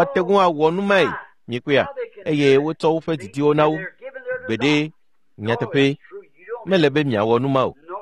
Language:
Ewe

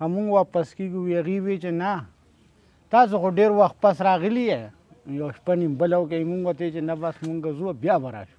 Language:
Pashto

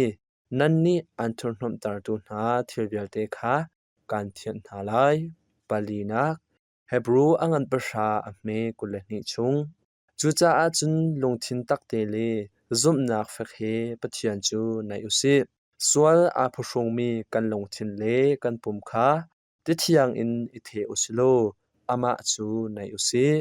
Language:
Hakha Chin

